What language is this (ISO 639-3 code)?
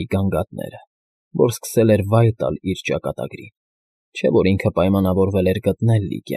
hye